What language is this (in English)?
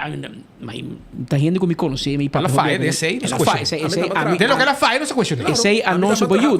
Papiamento